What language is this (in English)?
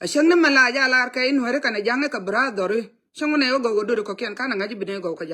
Nuer